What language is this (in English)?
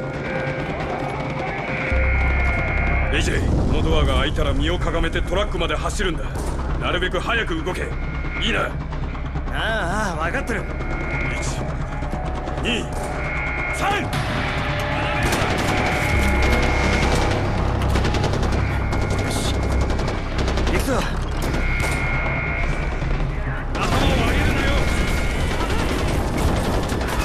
Japanese